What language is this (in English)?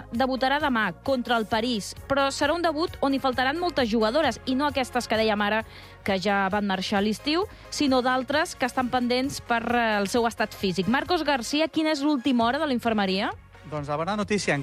Catalan